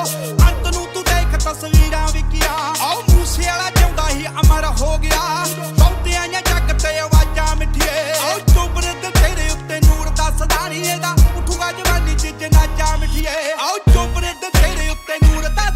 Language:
Punjabi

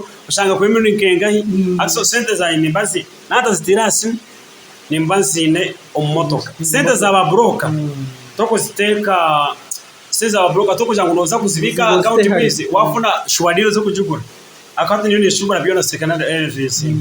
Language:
Nyankole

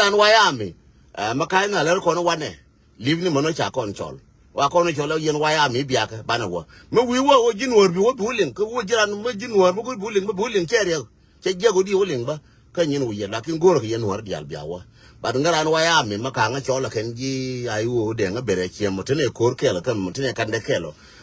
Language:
Nuer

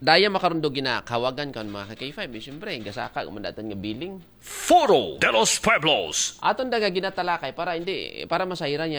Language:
Aklanon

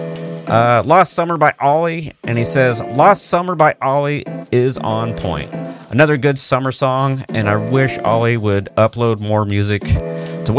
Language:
English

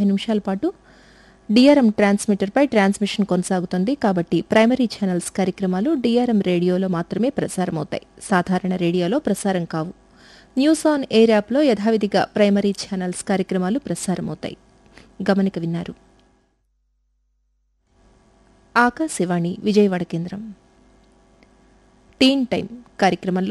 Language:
Telugu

